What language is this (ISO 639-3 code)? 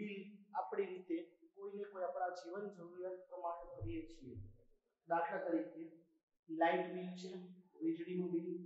guj